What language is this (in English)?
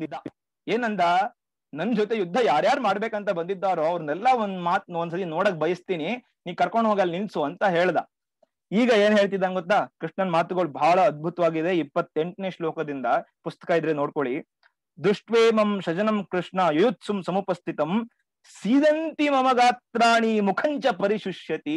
Kannada